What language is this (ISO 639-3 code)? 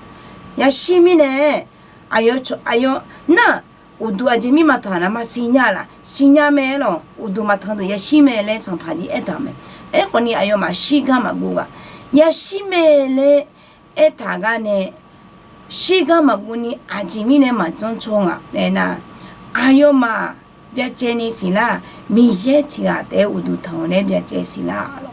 ahk